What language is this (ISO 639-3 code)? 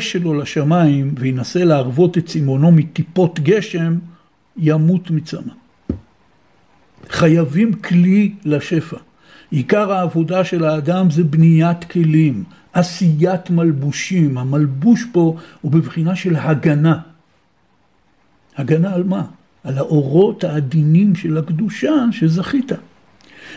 heb